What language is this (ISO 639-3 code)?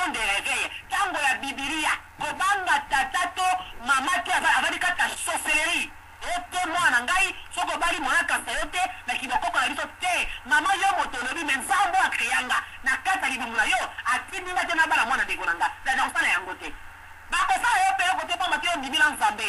lin